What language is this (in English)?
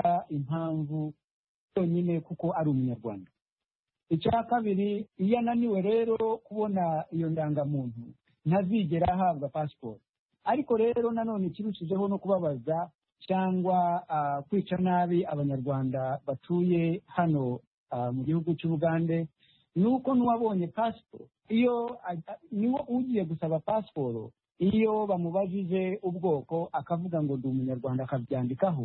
Kinyarwanda